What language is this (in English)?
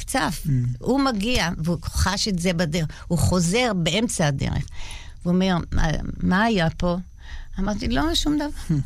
Hebrew